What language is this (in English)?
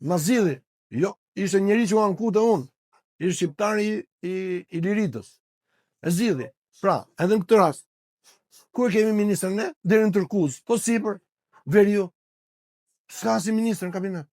Albanian